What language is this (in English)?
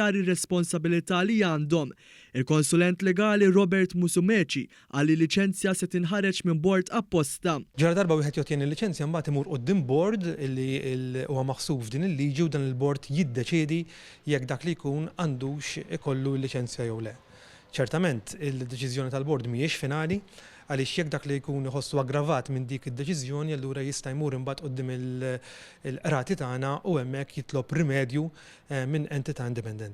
Maltese